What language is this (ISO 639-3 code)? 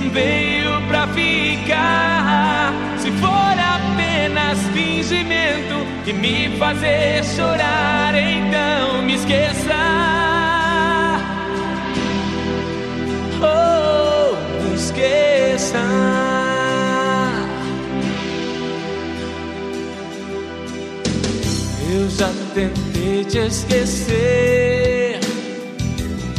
por